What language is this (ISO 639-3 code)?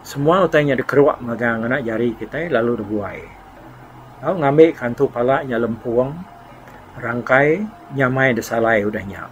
iba